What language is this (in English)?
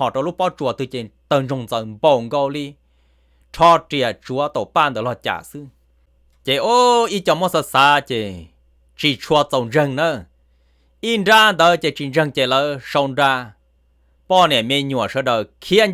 Hmong